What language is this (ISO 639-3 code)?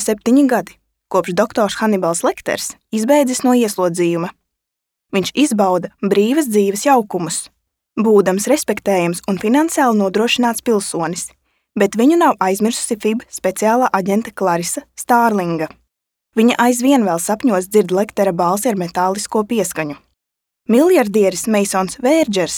lav